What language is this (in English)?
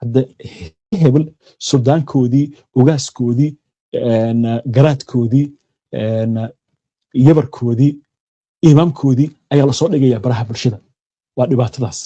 Somali